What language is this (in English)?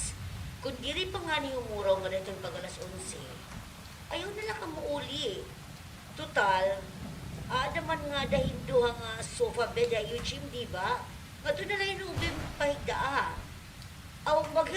Waray